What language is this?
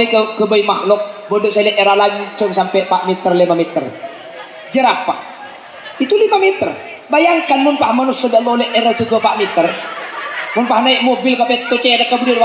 Madurese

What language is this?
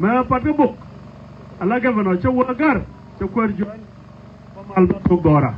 Nuer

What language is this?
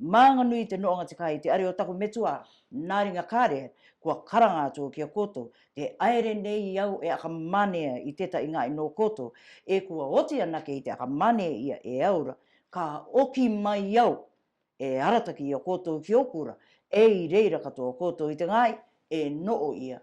Rarotongan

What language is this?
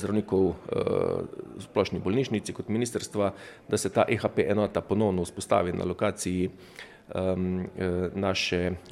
Slovenian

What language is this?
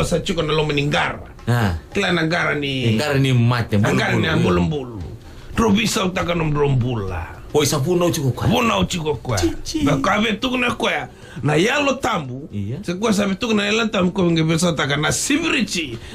Fijian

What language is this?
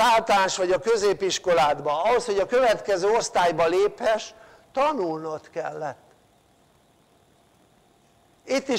Hungarian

